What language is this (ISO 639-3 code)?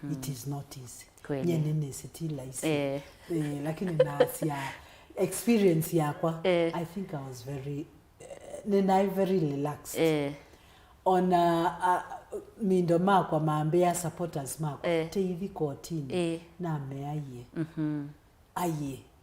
kam